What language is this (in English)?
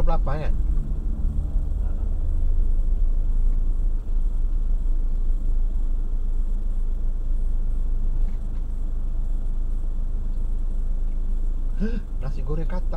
Malay